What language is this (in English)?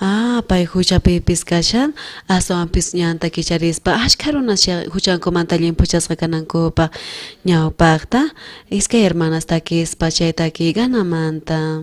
South Bolivian Quechua